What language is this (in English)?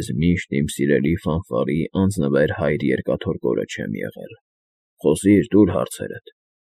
Armenian